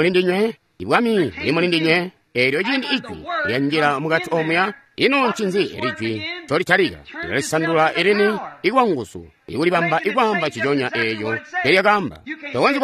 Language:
Tonga (Zambia)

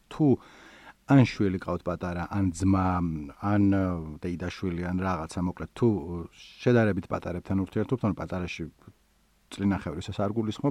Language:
Georgian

